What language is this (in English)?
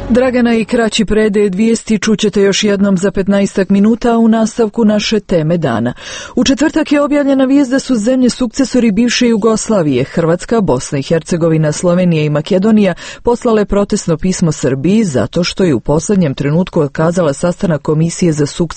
Croatian